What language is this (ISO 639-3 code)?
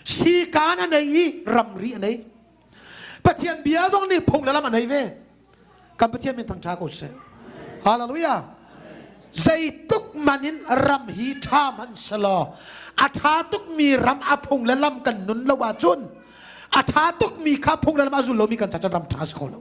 cnh